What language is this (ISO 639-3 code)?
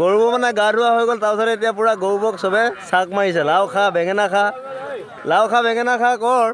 asm